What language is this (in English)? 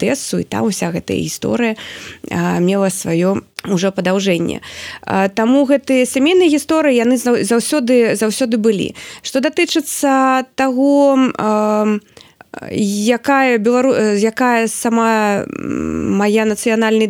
Belarusian